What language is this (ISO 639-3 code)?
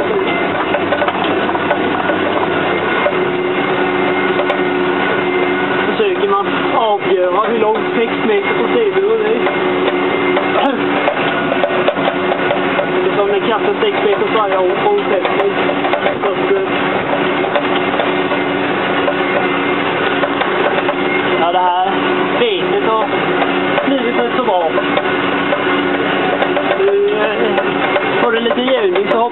swe